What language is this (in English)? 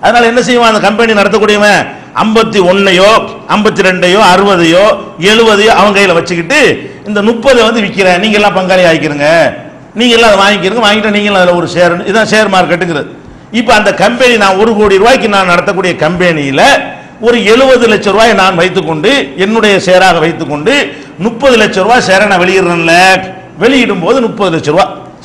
Tamil